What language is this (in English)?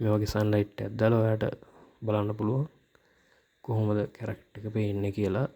Sinhala